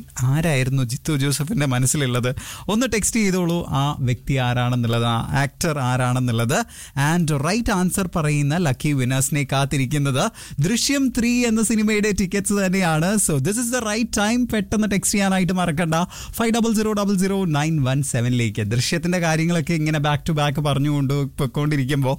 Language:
Malayalam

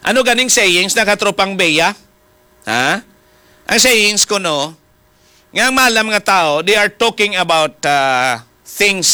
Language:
Hiligaynon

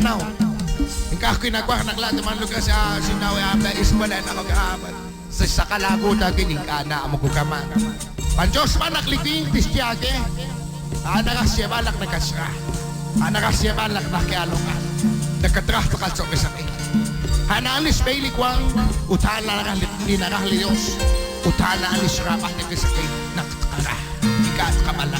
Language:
Kekchí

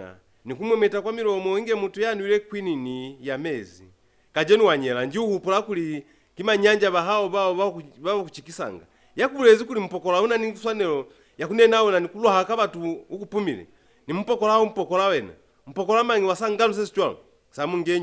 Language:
Lozi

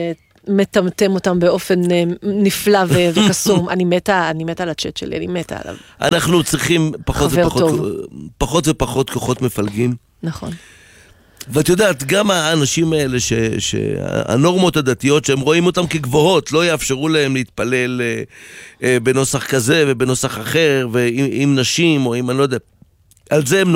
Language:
Hebrew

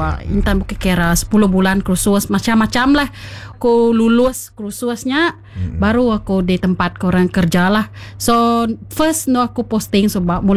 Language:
Iban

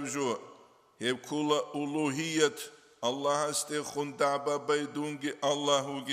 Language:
Avaric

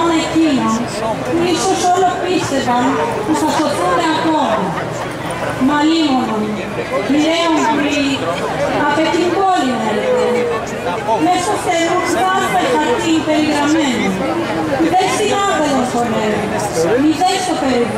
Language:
Greek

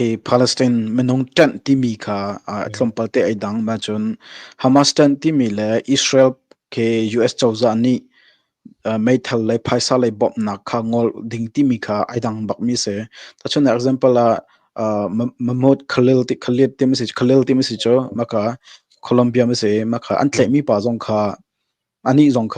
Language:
Hakha Chin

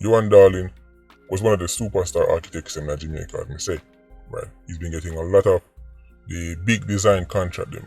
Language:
Jamaican Creole English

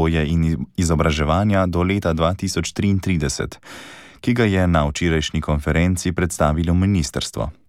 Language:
Slovenian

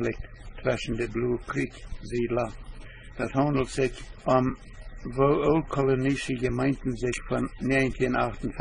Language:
Plautdietsch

